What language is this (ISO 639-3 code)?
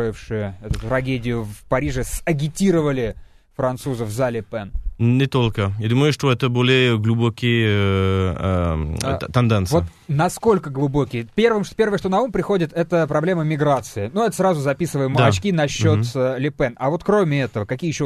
rus